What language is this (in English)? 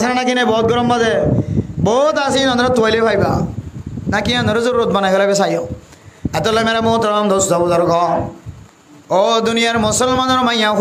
Rohingya